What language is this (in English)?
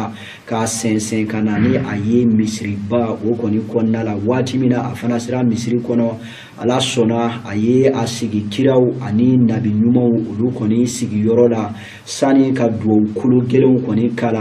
Bambara